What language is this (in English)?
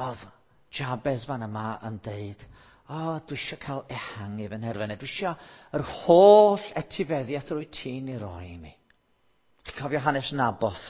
Welsh